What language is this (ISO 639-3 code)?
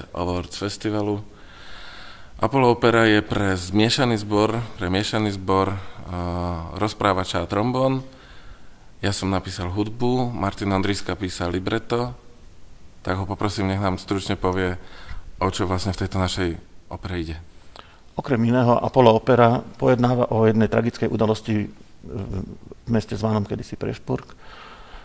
slk